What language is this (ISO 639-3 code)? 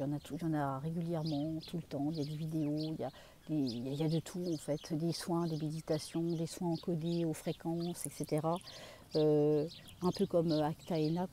fra